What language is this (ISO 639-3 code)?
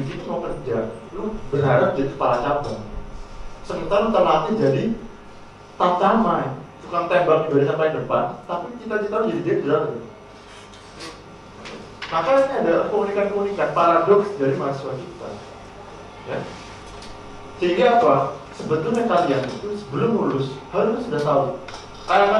ind